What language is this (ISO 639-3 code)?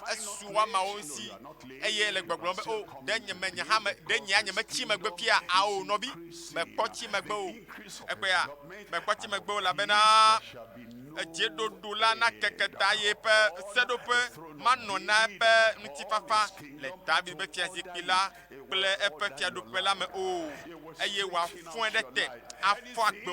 ewe